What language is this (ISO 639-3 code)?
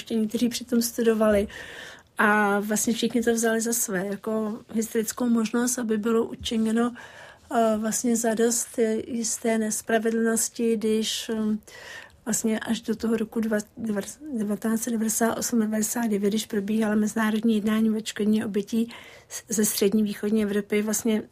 ces